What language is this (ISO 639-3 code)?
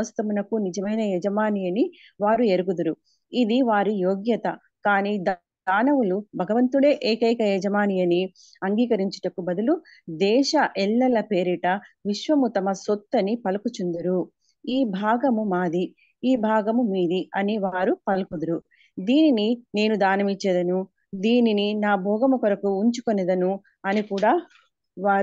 tel